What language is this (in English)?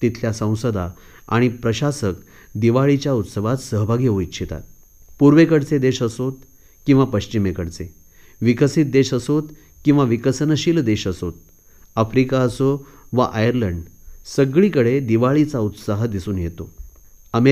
Marathi